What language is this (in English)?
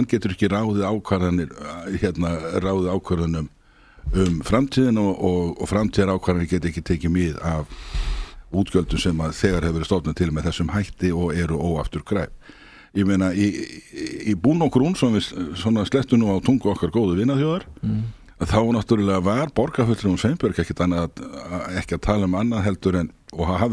Icelandic